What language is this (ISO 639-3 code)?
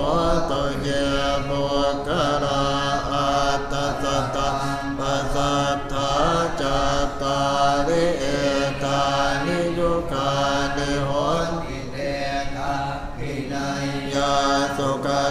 pli